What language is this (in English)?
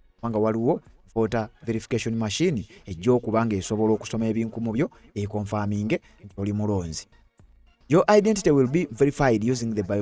Ganda